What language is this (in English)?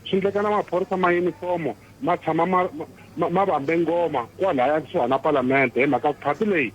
Tsonga